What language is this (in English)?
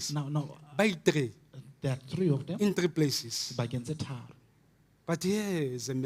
Southern Sotho